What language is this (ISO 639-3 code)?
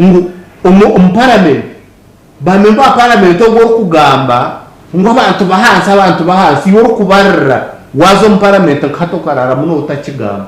nyn